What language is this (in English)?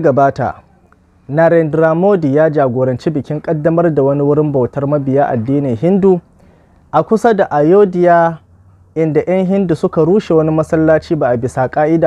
Hausa